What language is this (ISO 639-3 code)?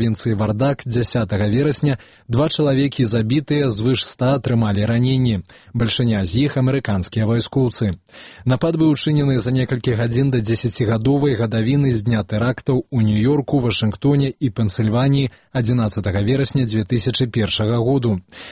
bel